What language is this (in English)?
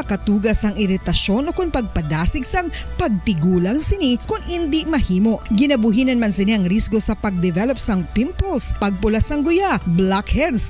Hiligaynon